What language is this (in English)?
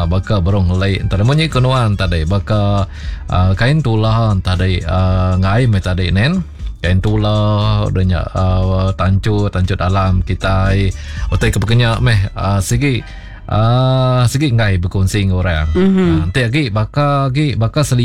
Iban